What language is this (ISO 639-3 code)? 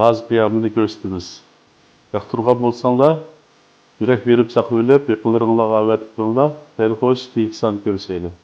uig